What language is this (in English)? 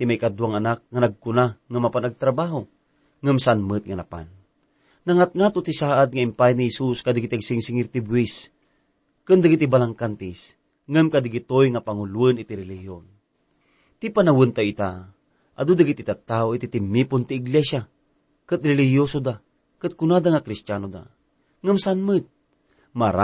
Iloko